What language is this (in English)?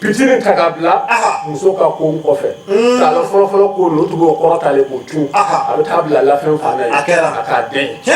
Bambara